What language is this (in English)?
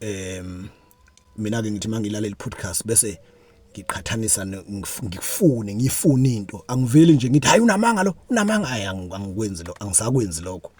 Zulu